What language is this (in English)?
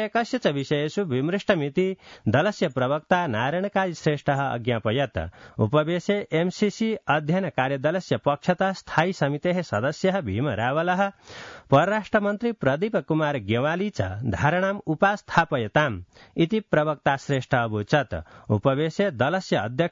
Sanskrit